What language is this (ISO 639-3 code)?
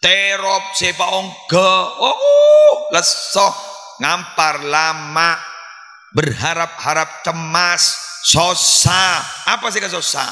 mad